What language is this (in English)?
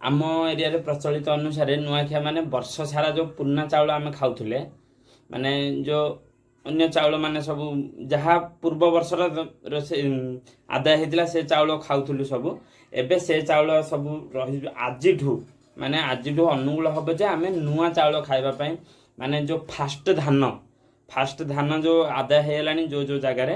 Odia